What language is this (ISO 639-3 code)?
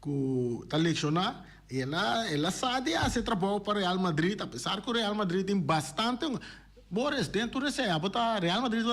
pap